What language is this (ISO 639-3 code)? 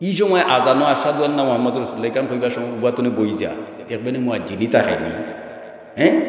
syl